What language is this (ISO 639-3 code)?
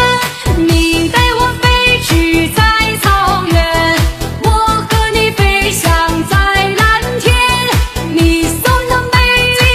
zho